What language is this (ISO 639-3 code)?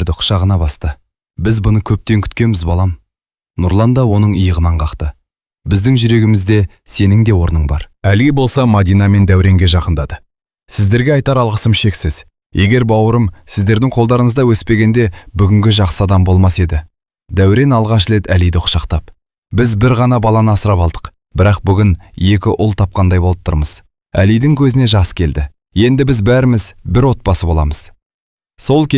kaz